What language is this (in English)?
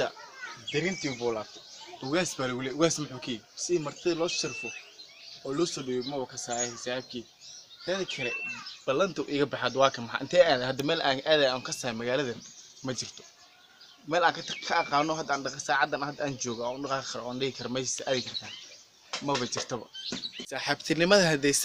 Somali